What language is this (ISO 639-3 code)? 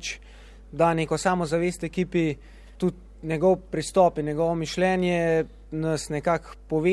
slv